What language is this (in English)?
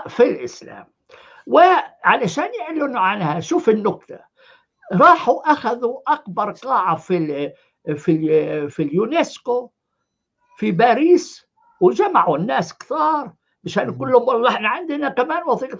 North Levantine Arabic